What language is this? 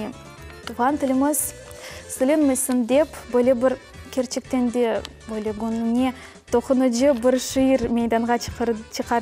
Crimean Tatar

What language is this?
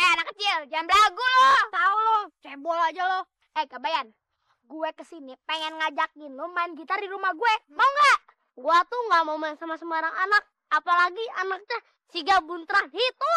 Betawi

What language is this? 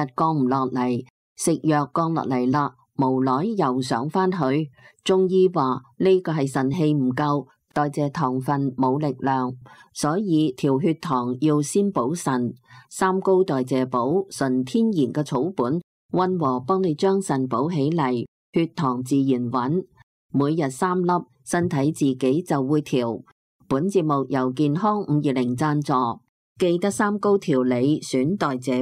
Cantonese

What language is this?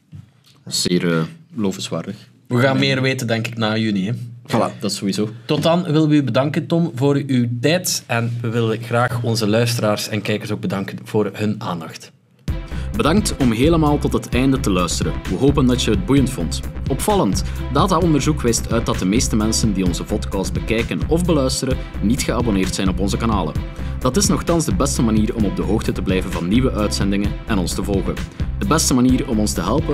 Dutch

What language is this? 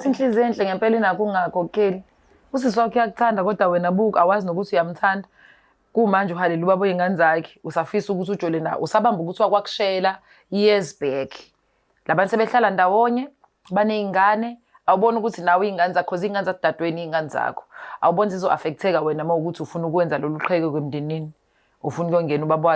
Zulu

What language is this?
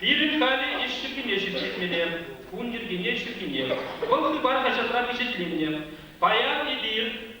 Chuvash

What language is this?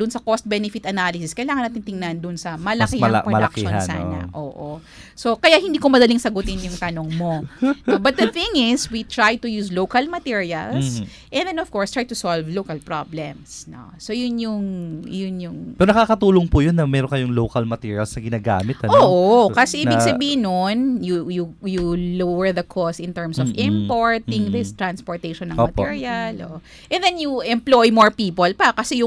Filipino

